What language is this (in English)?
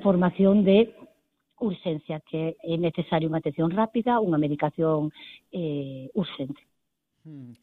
Galician